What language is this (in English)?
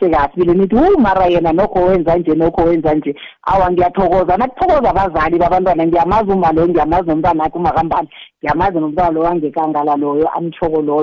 South Ndebele